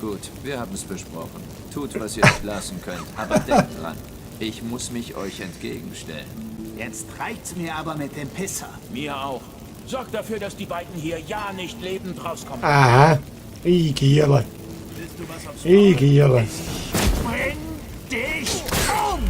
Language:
Swiss German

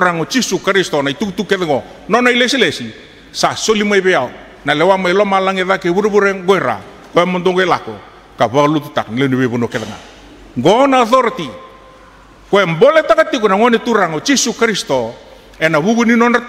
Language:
Fijian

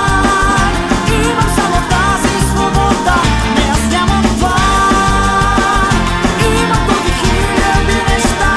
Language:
Bulgarian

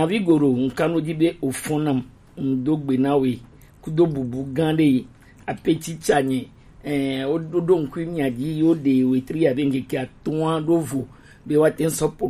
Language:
Gen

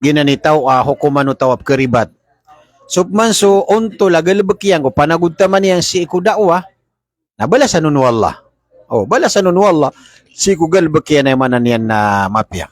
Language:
Maranao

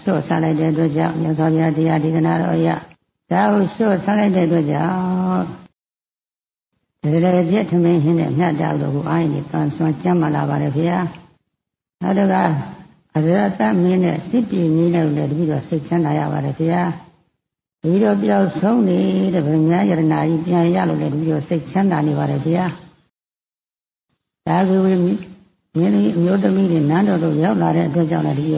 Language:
Burmese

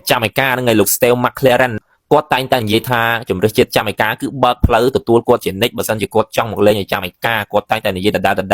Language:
Khmer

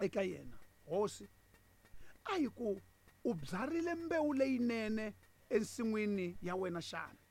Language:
Tsonga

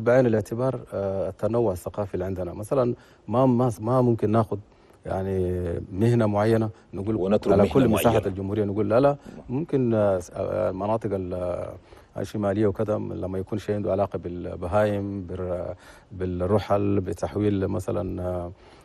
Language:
Chadian Arabic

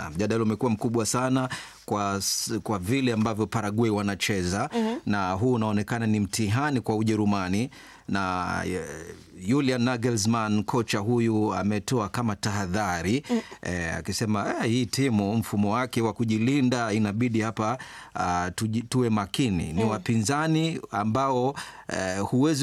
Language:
Swahili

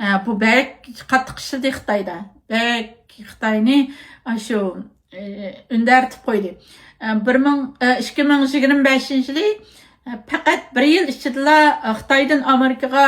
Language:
Uyghur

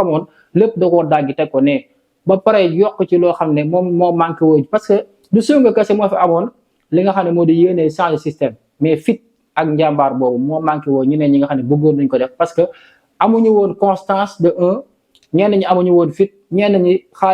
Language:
Wolof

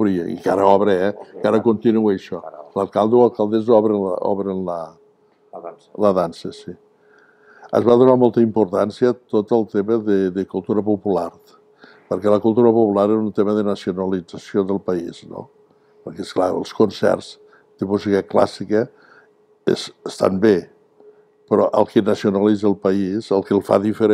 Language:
Catalan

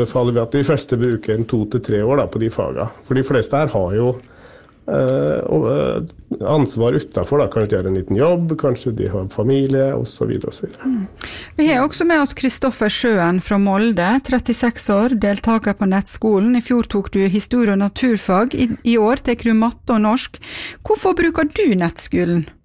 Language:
Norwegian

